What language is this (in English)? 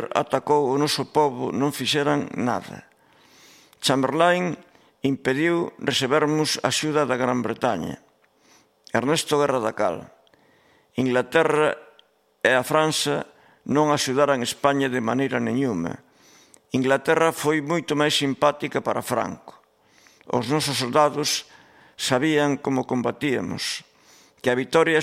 Galician